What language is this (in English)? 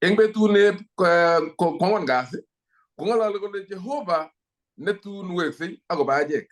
Kalenjin